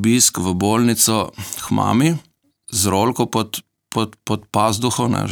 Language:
Slovenian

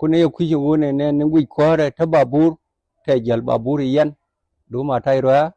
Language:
Nuer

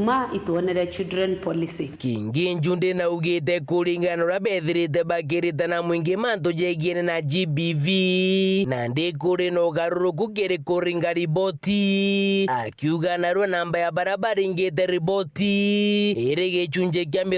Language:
Meru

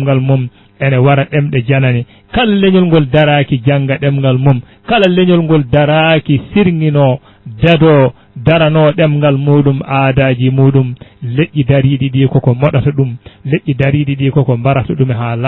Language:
Fula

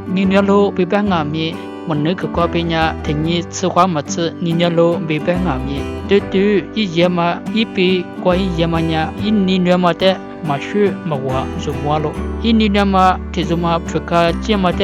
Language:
Lisu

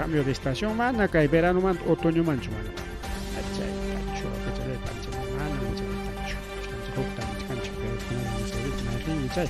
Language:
Ayacucho Quechua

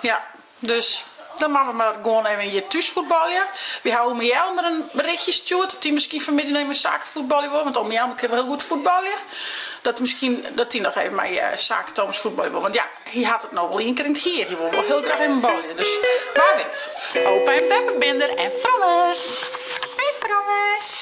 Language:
Western Frisian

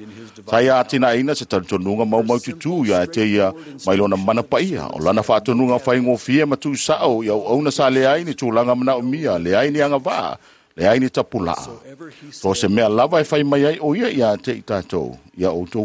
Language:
Samoan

